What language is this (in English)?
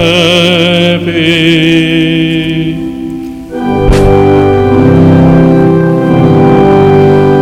Estonian